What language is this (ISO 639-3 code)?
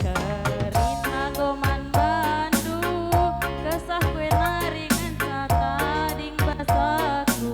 btx